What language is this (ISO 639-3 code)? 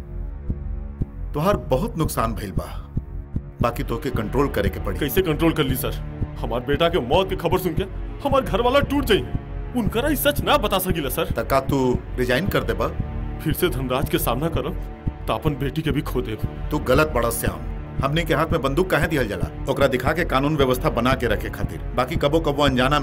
bho